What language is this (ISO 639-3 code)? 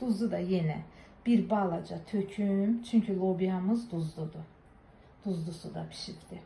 aze